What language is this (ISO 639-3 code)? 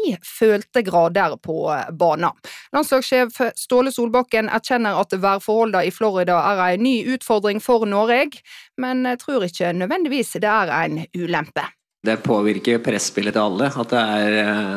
nor